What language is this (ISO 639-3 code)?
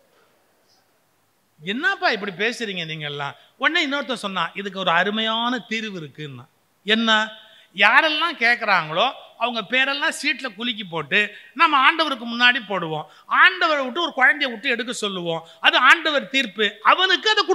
tam